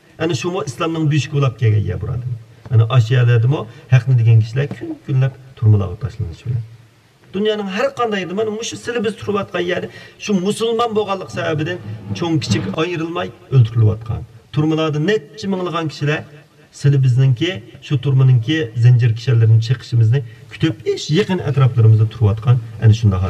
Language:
Uyghur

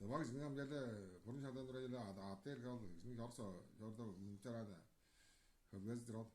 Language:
Tuvinian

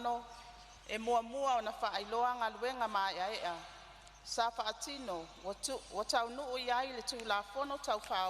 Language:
Samoan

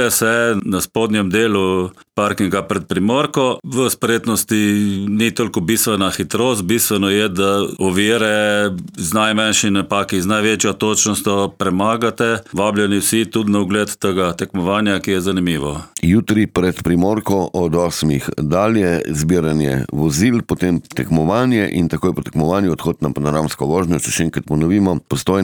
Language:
Slovenian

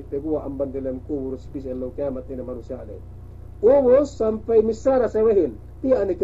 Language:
Yakan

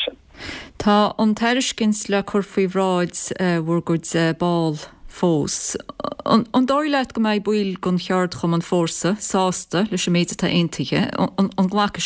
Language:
Irish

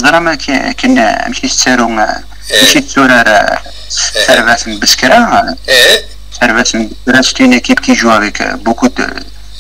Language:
Kabyle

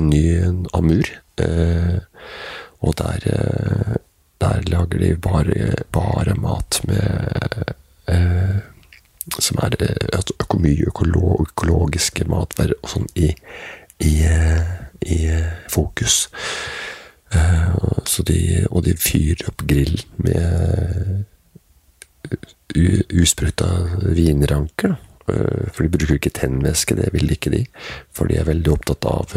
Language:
Norwegian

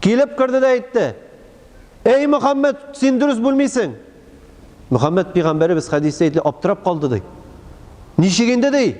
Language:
Tatar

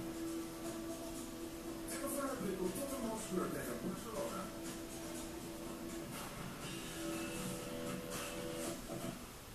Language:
Dutch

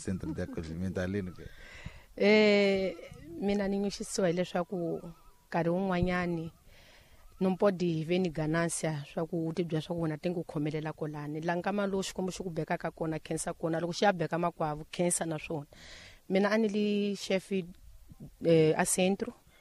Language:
Tsonga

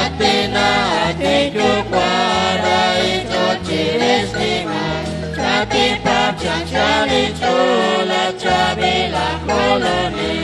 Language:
Kekchí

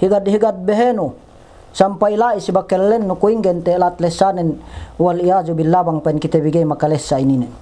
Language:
Yakan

